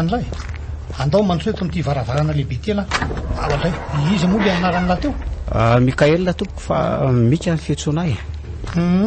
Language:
Malagasy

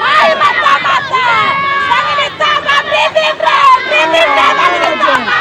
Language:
Fijian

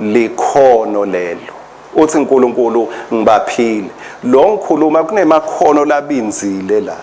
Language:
Swati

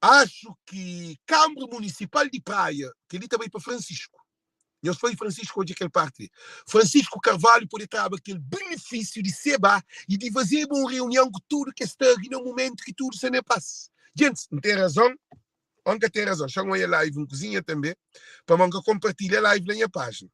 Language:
Kabuverdianu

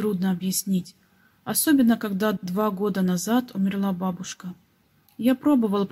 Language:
Russian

